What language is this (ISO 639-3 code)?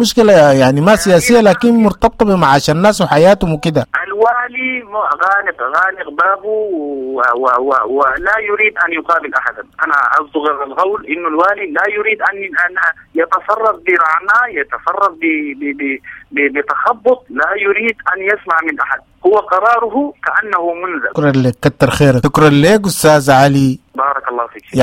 apd